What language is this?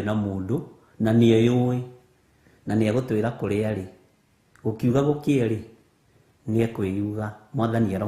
Kikuyu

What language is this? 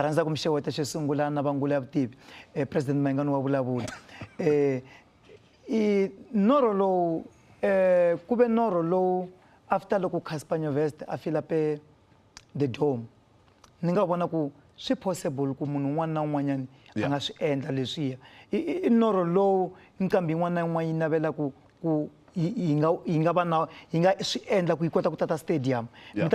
Tsonga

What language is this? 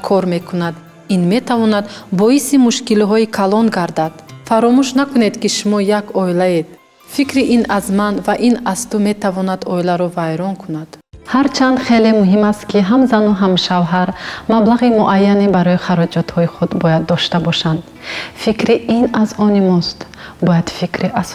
Tajik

